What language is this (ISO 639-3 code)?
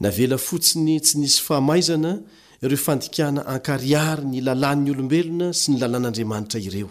mlg